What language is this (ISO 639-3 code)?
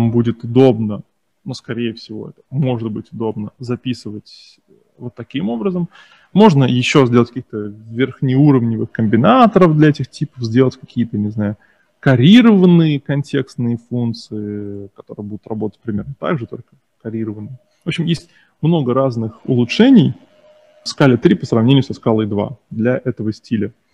rus